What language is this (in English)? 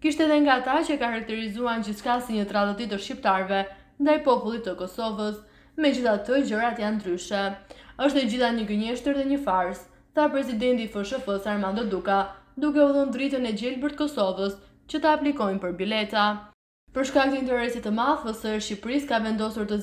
Albanian